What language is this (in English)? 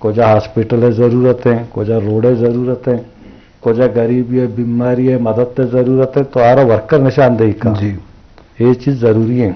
Eastern Balochi